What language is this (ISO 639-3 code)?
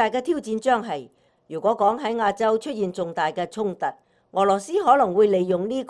yue